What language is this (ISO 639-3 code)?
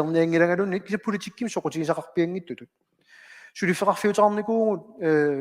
kal